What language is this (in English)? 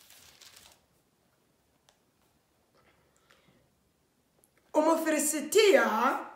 Kinyarwanda